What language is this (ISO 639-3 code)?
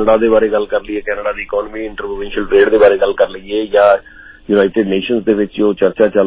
pan